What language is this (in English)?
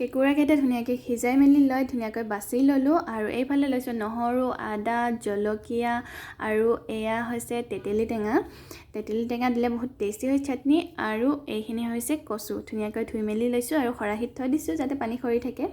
Assamese